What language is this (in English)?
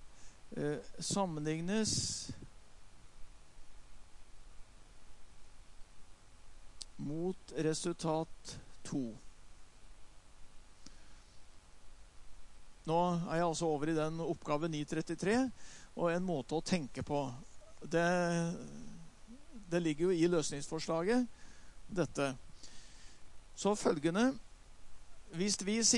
Norwegian